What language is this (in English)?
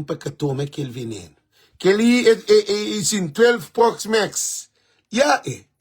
Kabuverdianu